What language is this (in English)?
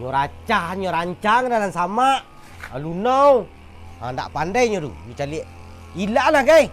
Minangkabau